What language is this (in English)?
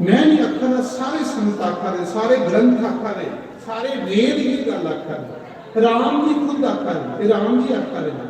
Dogri